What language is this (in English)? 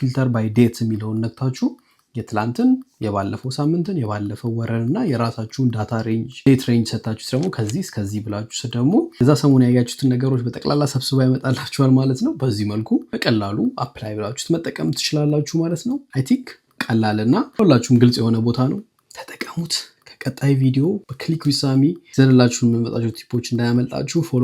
Amharic